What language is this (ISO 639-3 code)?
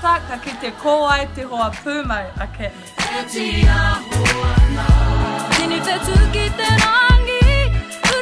mri